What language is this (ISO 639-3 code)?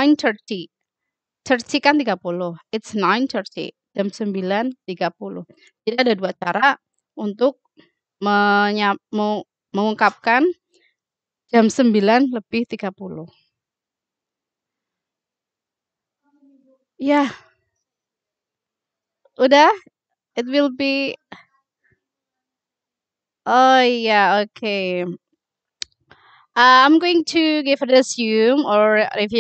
ind